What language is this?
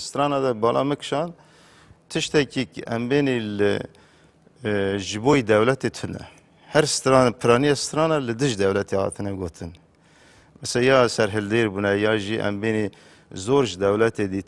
Kurdish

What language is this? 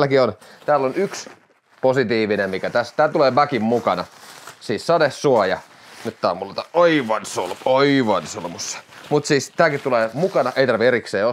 Finnish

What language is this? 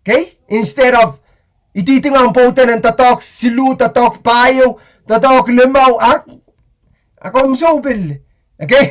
Pohnpeian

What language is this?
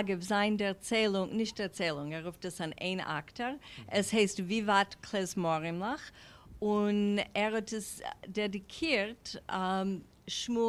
Yiddish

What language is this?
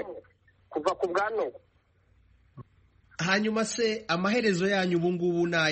Kinyarwanda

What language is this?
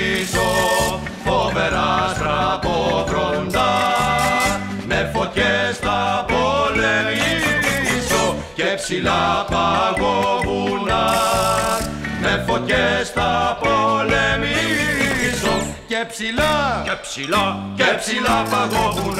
Greek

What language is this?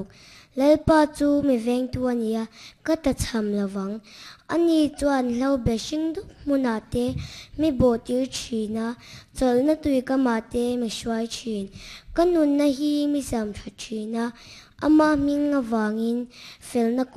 Mizo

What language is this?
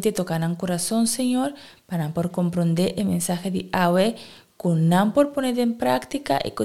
Papiamento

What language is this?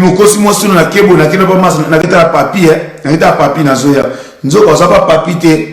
Lingala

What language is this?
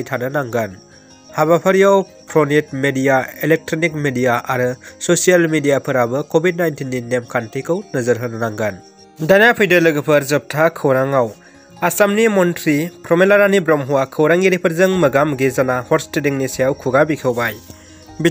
Bodo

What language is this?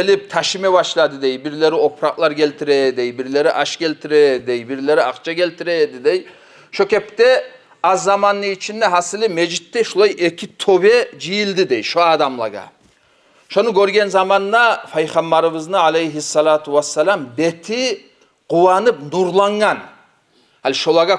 Kumyk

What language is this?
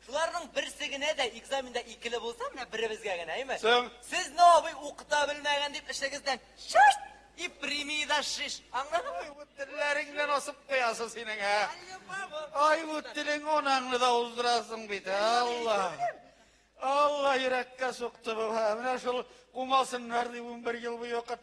Tatar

